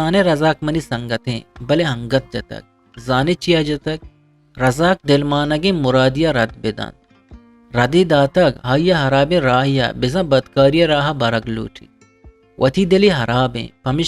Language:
Eastern Balochi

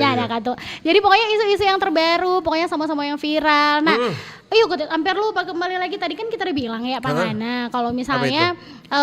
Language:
Manado Malay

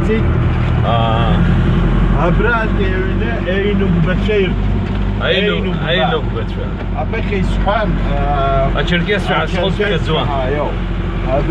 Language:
Abkhazian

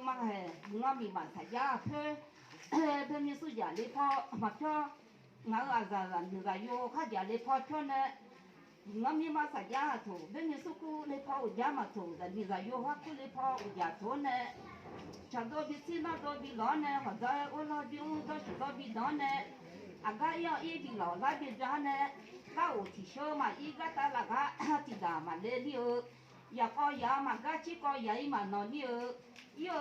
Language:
Akha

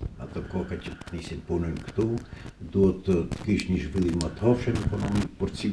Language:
Albanian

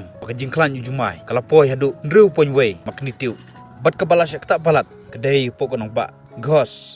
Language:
Khasi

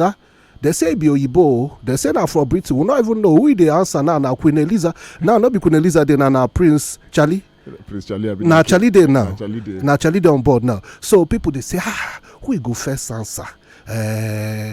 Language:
Nigerian Pidgin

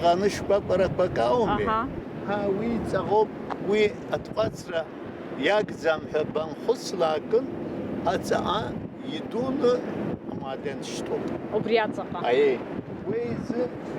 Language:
Abkhazian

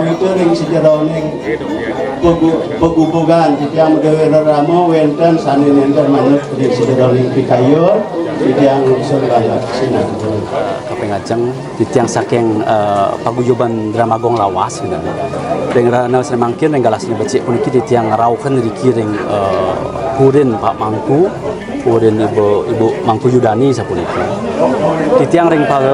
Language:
Balinese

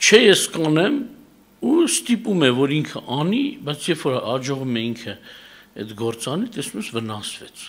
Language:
Armenian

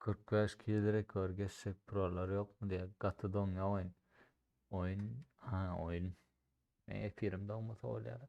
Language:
Turkmen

